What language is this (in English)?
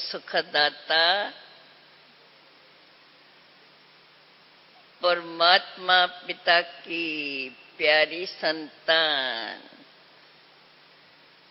Hindi